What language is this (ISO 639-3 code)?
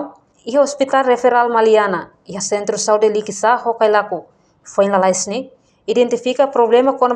tet